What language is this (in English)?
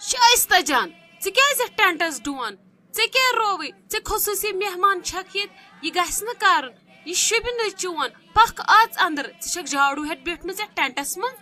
Kashmiri